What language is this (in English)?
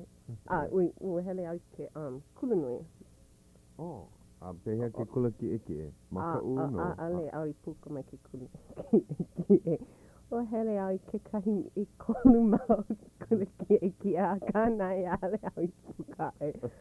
Hawaiian